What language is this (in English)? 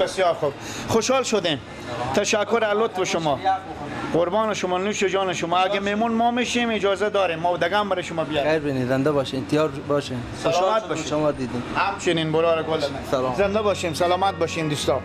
Persian